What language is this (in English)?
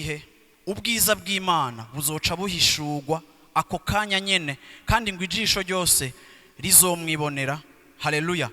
Rundi